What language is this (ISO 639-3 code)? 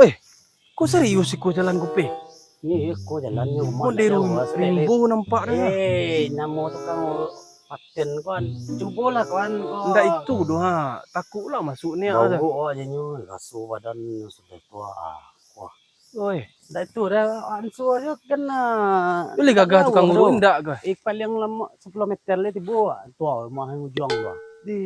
min